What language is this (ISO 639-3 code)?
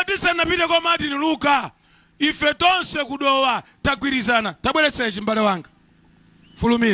nya